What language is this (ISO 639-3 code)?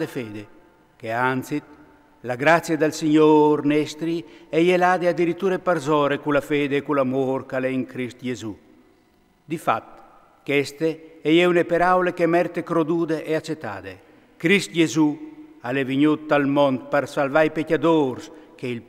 fur